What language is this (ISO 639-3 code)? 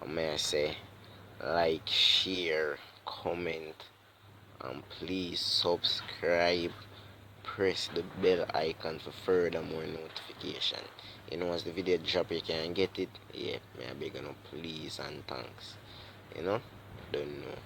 jam